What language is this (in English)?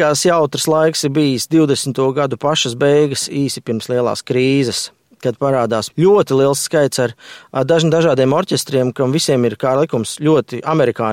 Latvian